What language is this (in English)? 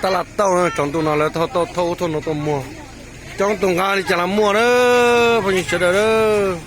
Hmong